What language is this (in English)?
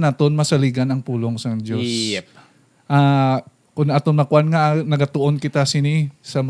Hiligaynon